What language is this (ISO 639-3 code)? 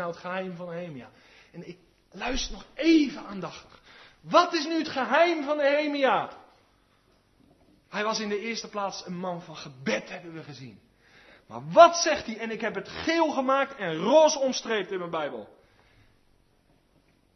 nld